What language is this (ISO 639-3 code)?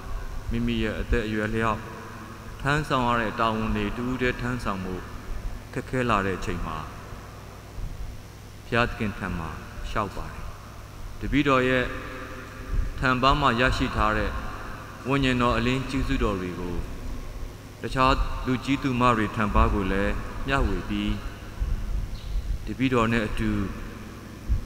mya